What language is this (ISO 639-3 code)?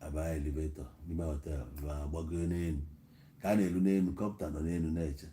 ibo